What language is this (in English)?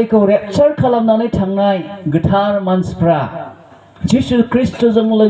Bodo